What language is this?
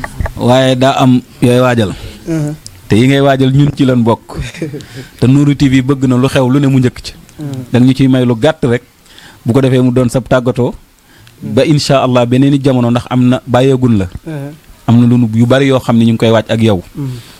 Wolof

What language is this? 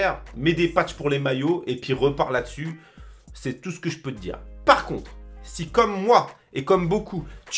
French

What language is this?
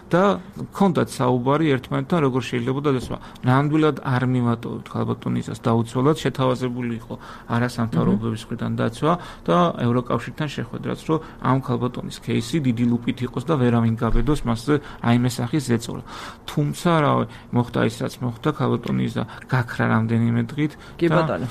Georgian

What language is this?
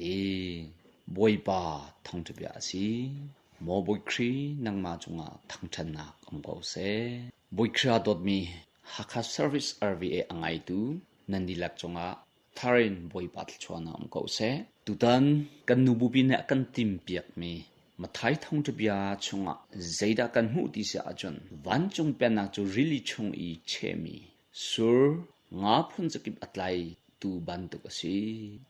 Hakha Chin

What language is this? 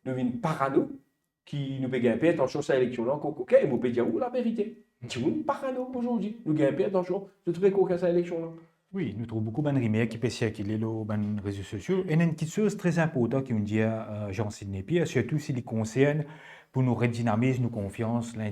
Morisyen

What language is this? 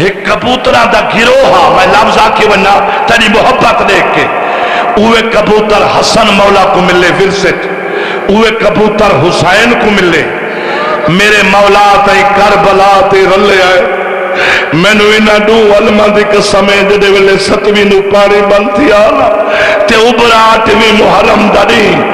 Saraiki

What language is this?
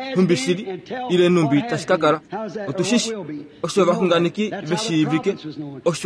Kuanyama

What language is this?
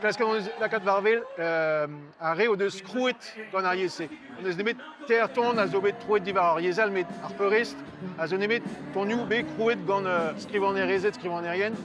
Breton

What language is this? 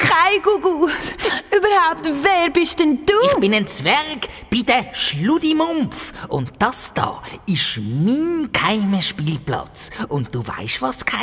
Swiss German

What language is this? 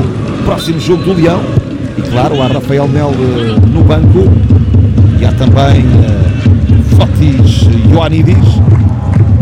Portuguese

